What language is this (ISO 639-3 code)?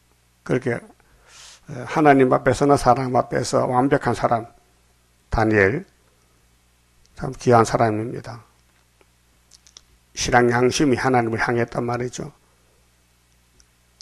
kor